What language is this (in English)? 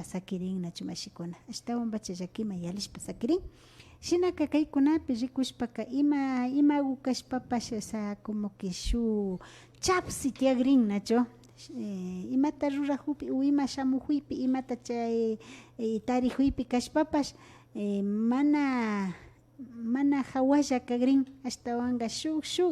Imbabura Highland Quichua